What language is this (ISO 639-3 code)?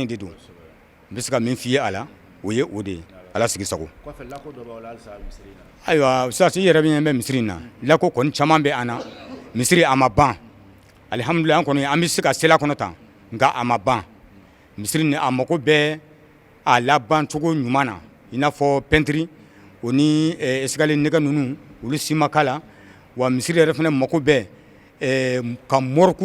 bam